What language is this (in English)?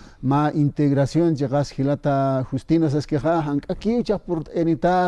Aymara